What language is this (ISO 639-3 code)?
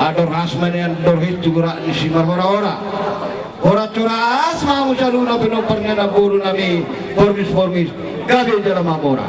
bbc